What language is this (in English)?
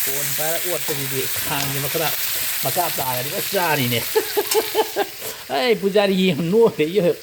Manipuri